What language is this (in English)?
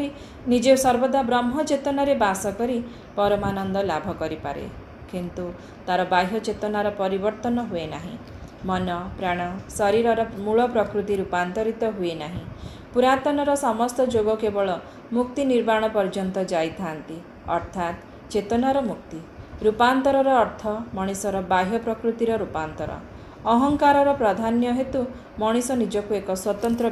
Odia